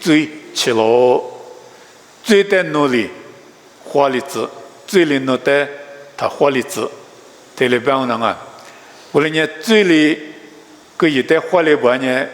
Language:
Lisu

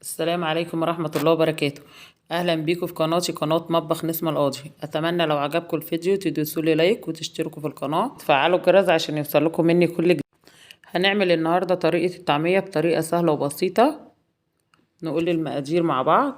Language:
Egyptian Arabic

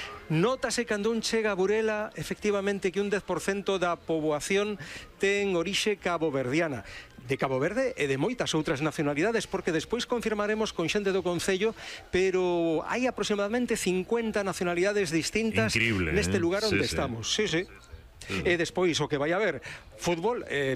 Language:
Galician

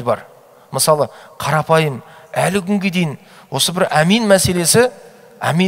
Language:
Kazakh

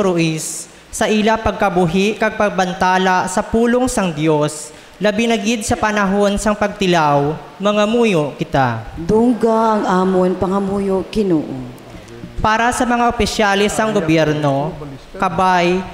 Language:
Hiligaynon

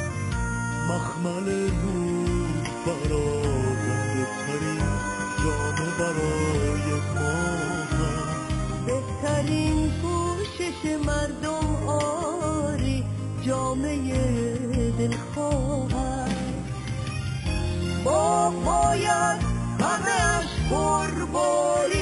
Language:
Persian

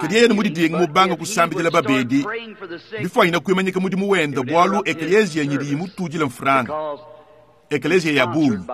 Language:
Luba-Lulua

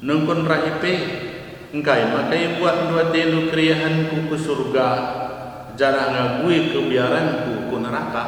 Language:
Batak Karo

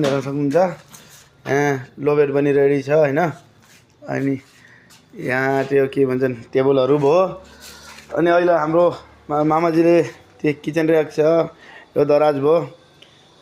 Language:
Nepali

